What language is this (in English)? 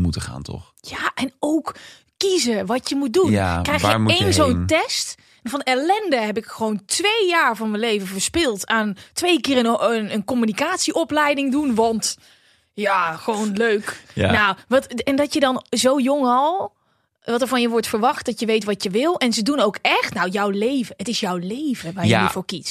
Dutch